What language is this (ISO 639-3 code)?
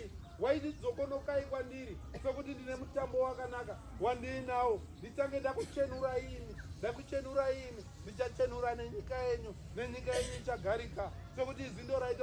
sna